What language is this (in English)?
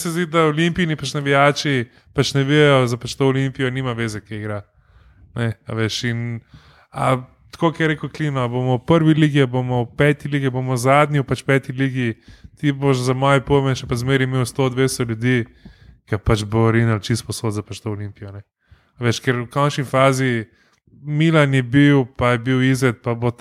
Slovenian